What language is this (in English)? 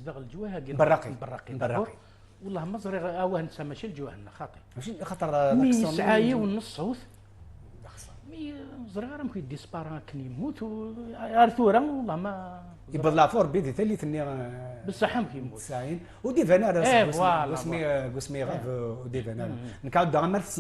Kabyle